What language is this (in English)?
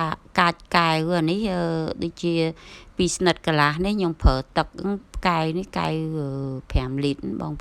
Khmer